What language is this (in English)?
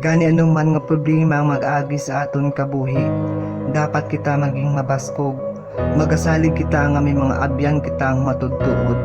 Hiligaynon